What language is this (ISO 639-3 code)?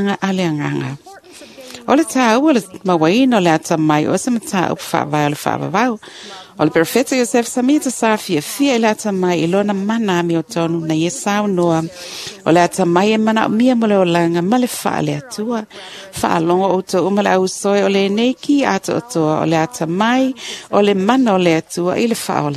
smo